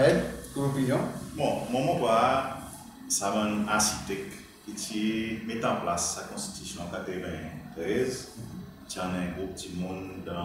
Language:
Seselwa Creole French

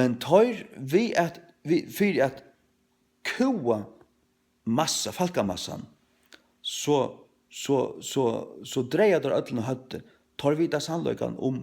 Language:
Faroese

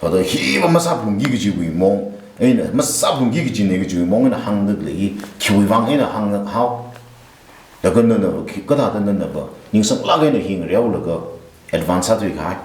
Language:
Tangkhul Naga (India)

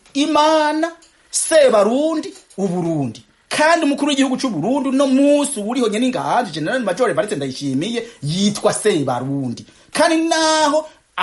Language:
Rundi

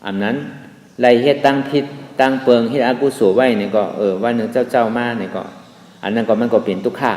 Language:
Shan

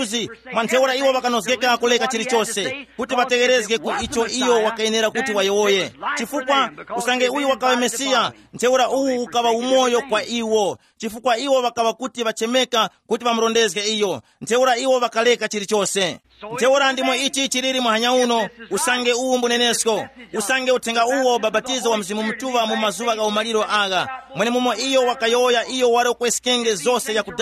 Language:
Tumbuka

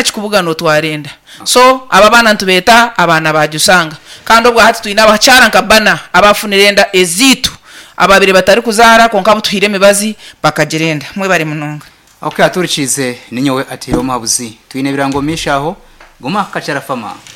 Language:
Nyankole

